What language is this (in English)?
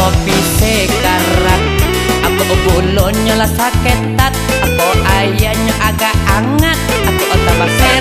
Minangkabau